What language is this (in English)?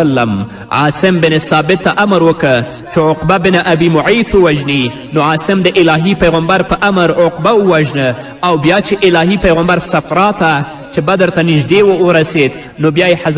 Pashto